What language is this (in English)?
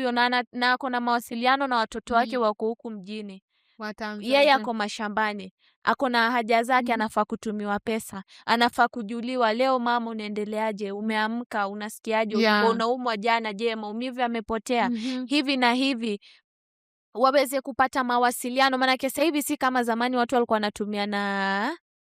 Swahili